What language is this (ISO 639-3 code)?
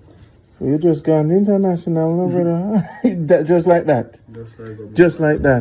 jam